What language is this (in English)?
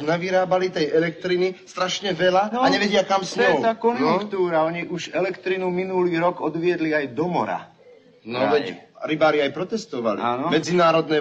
Slovak